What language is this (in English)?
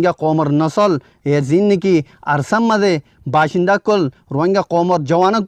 Rohingya